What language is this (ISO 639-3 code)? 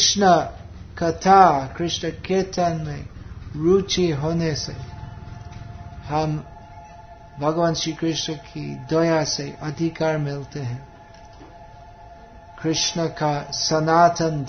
hin